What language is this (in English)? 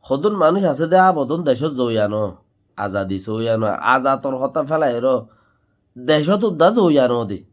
Rohingya